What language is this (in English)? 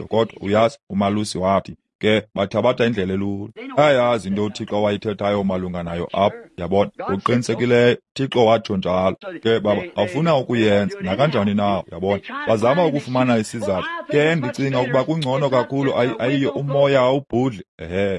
Xhosa